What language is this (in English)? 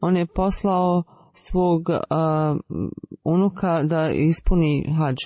Bosnian